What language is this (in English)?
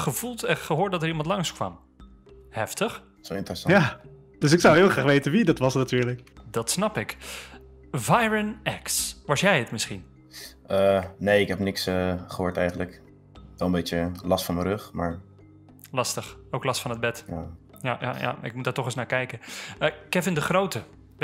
Dutch